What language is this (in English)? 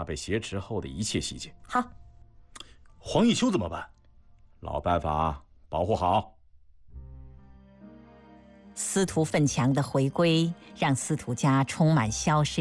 Chinese